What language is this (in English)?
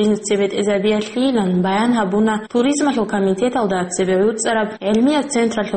Avaric